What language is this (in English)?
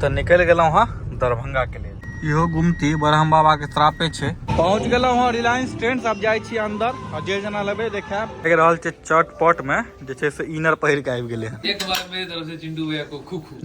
Maithili